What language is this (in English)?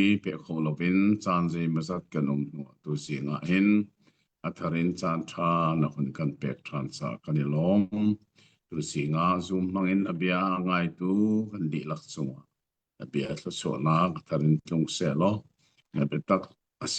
Hakha Chin